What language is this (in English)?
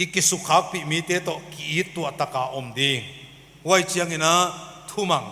Paite Chin